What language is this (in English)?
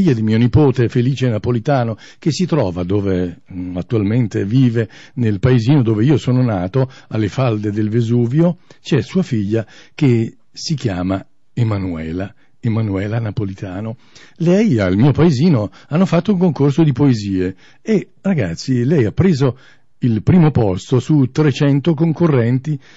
Italian